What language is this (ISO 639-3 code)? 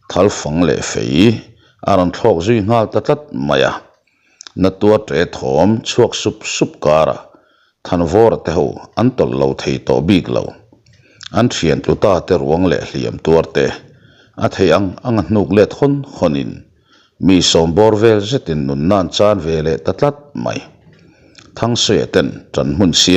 lus